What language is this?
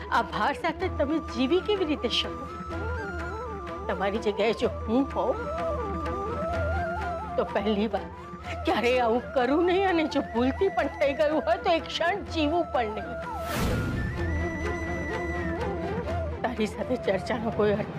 Gujarati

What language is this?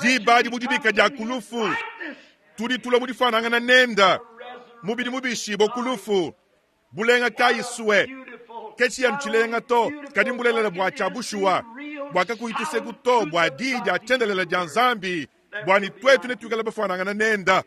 Luba-Lulua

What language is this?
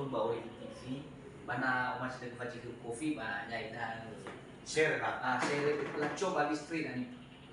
Nias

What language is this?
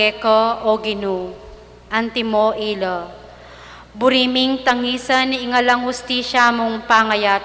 Pampanga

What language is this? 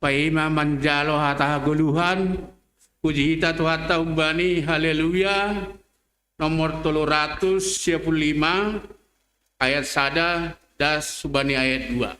Batak Simalungun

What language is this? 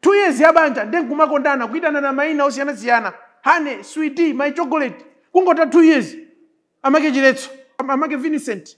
Nyanja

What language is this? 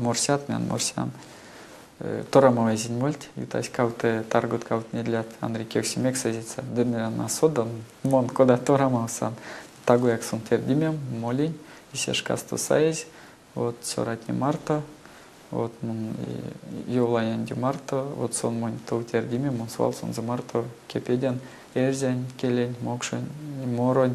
Erzya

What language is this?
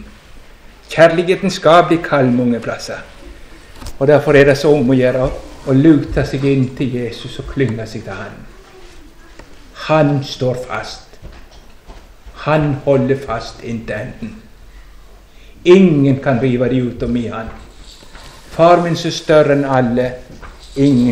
Norwegian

